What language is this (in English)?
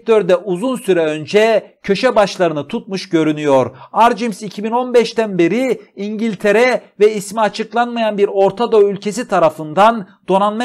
Turkish